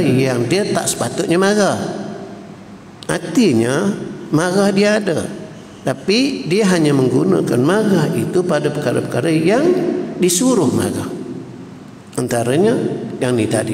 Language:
Malay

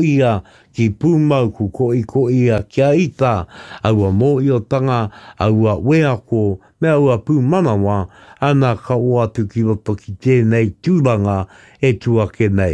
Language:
Māori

